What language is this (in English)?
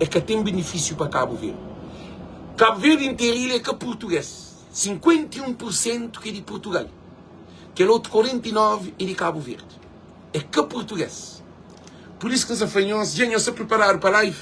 Kabuverdianu